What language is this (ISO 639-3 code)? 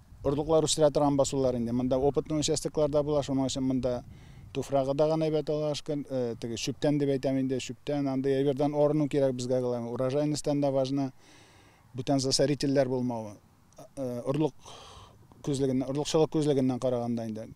tat